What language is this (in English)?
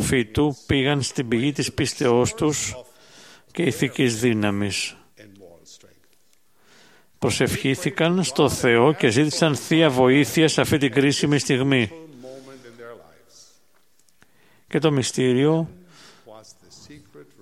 Greek